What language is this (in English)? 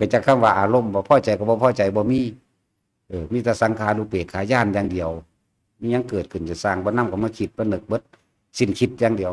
Northeastern Thai